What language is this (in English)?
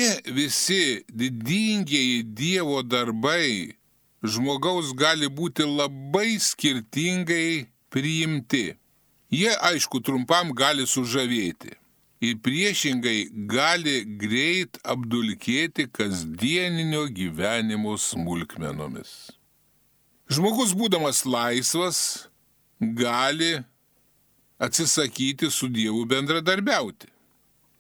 Lithuanian